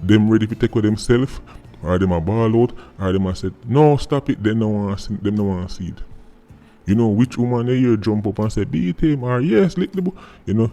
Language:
Jamaican Creole English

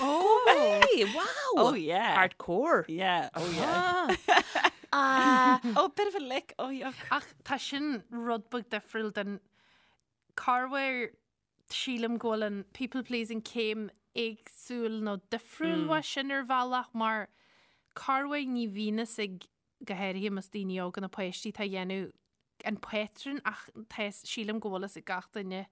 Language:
Irish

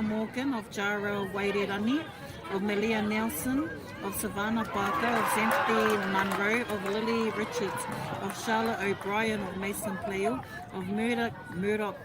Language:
Māori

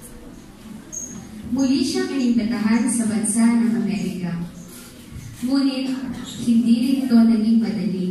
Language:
Filipino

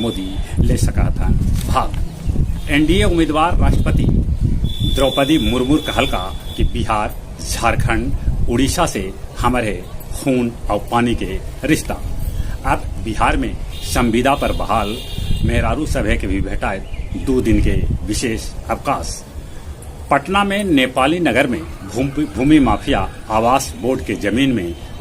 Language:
Magahi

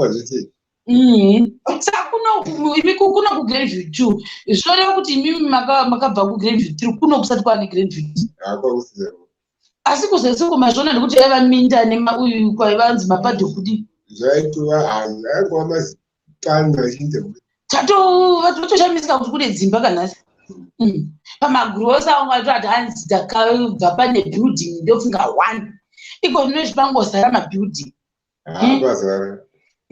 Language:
Shona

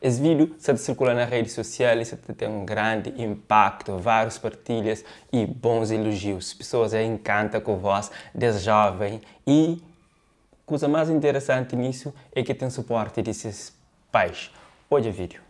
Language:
Kabuverdianu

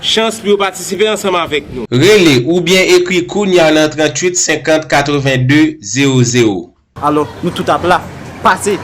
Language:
Haitian Creole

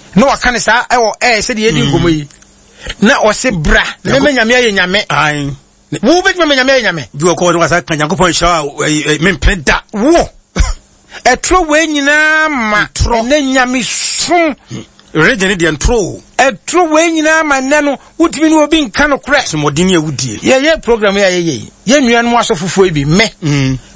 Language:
Akan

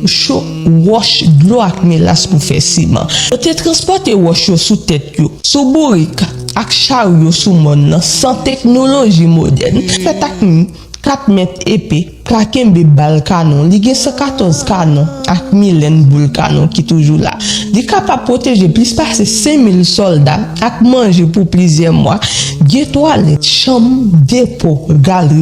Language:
Haitian Creole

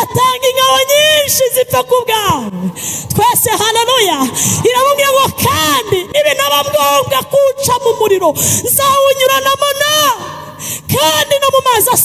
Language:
Kinyarwanda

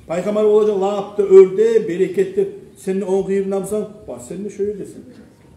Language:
Kumyk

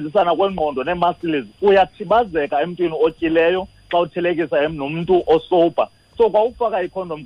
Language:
Xhosa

